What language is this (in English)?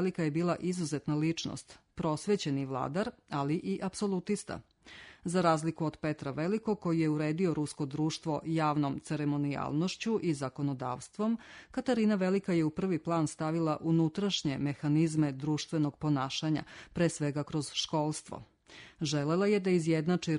Serbian